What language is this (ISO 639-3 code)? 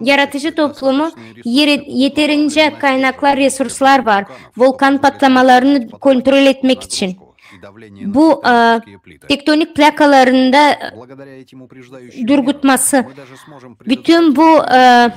gag